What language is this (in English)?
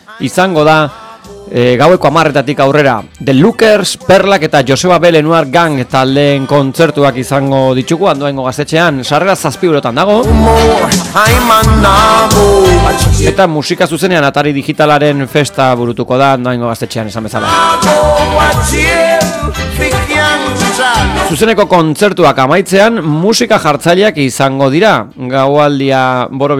Basque